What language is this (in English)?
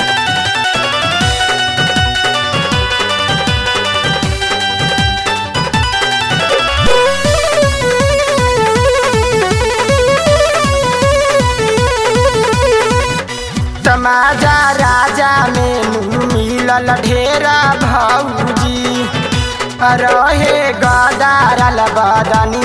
Bhojpuri